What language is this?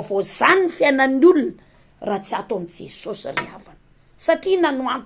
Malagasy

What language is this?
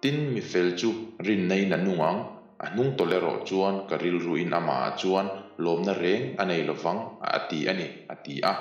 Mizo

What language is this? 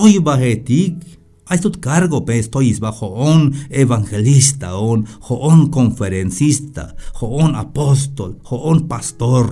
Tzeltal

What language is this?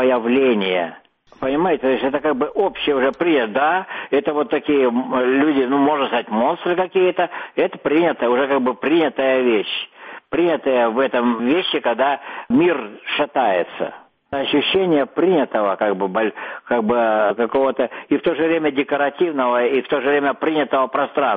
Russian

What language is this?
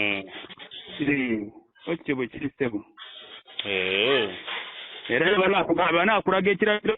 Ganda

